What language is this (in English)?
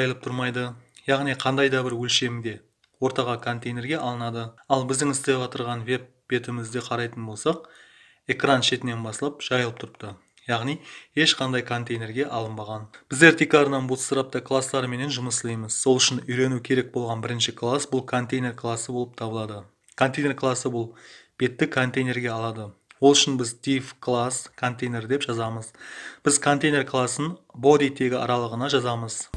Kara-Kalpak